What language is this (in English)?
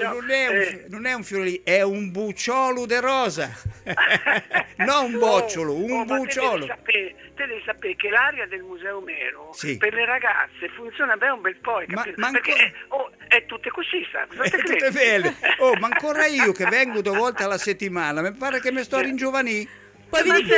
Italian